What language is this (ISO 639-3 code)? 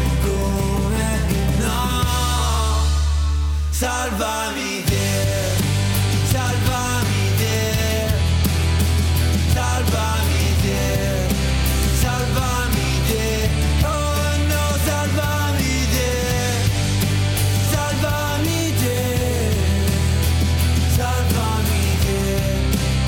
ita